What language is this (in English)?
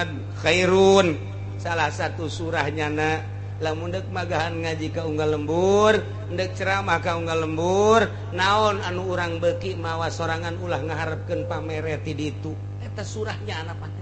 Sundanese